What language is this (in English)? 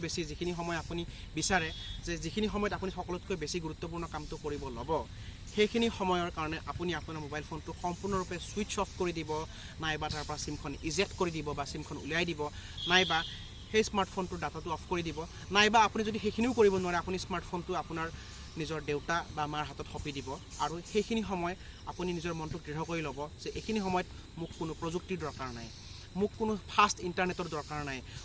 Assamese